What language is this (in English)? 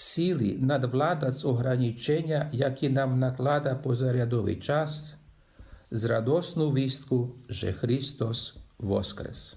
Rusyn